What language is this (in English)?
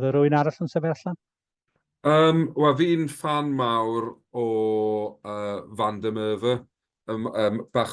Welsh